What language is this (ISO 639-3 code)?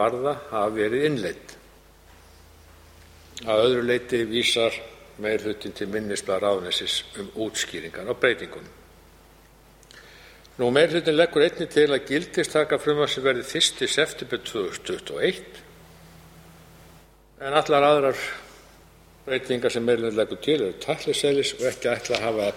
isl